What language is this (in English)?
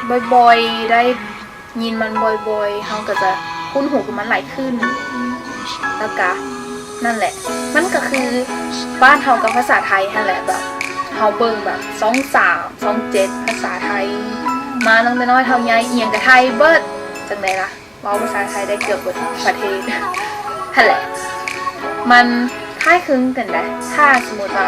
Lao